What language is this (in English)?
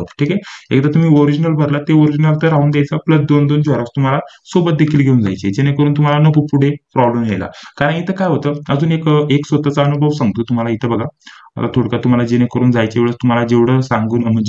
Marathi